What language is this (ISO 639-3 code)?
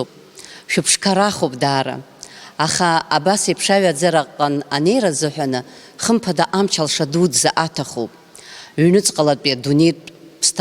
abk